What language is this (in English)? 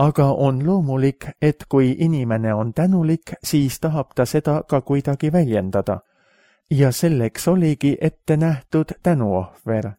Estonian